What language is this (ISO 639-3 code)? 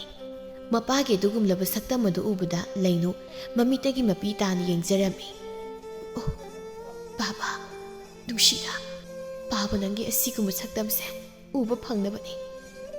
mni